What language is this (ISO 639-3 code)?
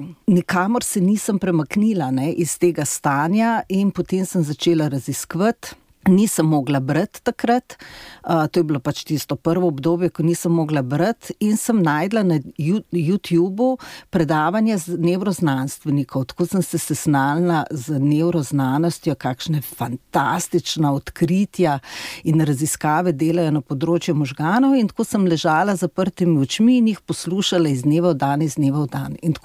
slv